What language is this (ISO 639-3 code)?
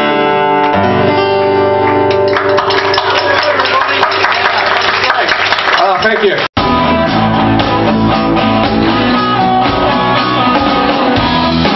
eng